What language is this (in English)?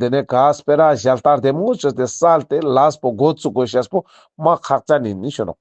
Ladakhi